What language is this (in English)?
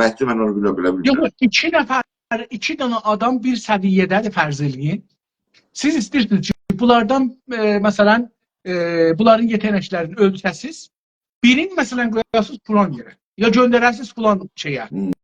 South Azerbaijani